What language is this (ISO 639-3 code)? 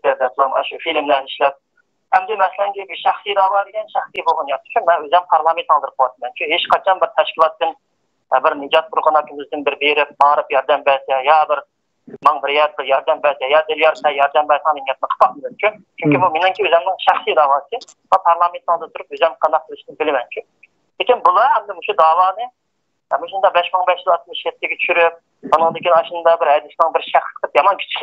uig